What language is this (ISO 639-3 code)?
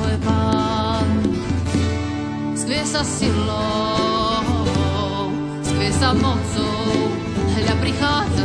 slk